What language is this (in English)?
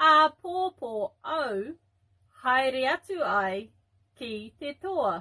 Māori